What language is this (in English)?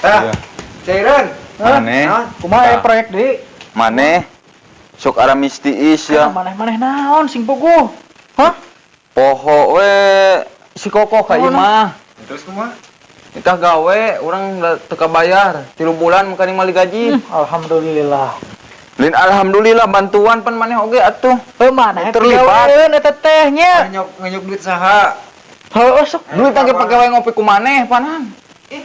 Sundanese